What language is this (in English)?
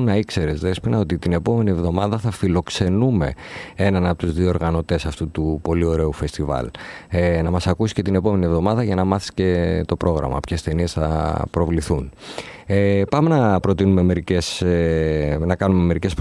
Greek